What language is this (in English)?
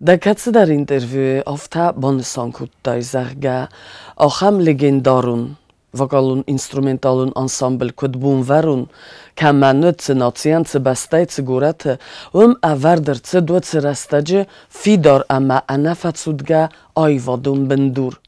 Ossetic